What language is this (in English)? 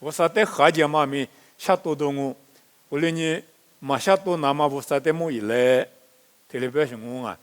Lisu